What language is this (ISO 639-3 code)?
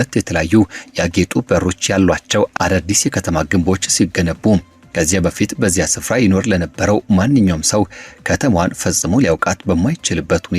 amh